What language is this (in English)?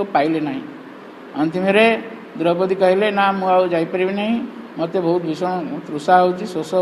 Odia